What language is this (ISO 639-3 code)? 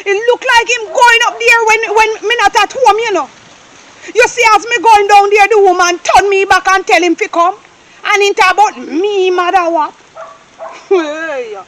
jam